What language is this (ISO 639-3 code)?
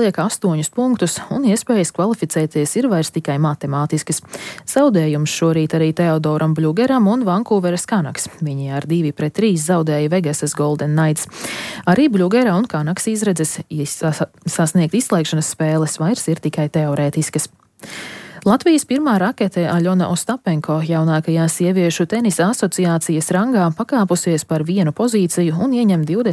lav